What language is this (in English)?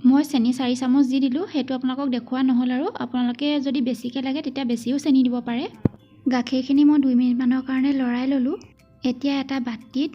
Assamese